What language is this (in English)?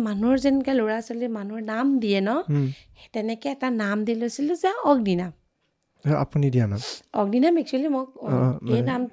Assamese